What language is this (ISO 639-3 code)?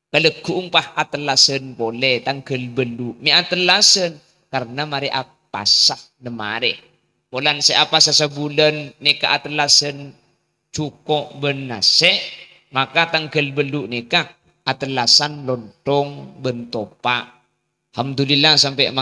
mad